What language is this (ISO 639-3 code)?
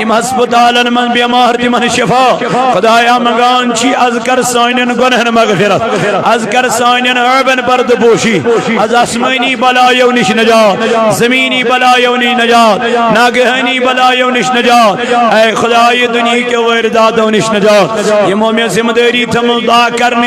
kas